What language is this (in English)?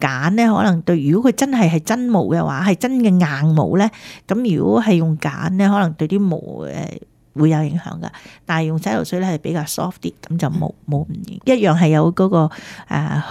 Cantonese